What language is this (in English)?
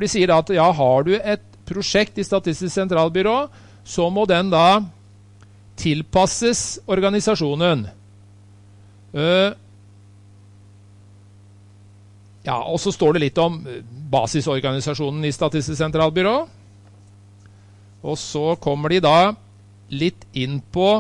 Norwegian